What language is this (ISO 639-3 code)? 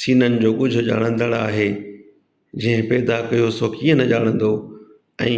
snd